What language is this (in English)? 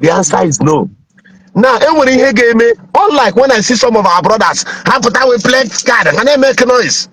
Igbo